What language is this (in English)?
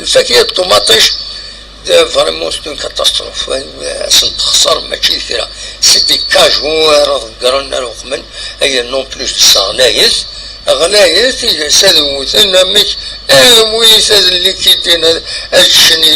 Kabyle